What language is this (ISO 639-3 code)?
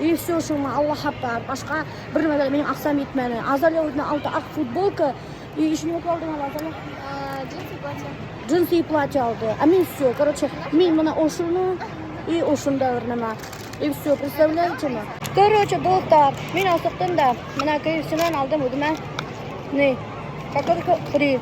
bak